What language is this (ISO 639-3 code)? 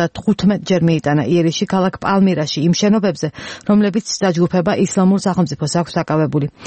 kat